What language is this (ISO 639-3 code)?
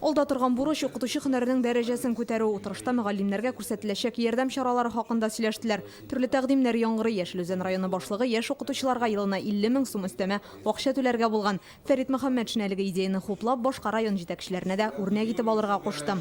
tat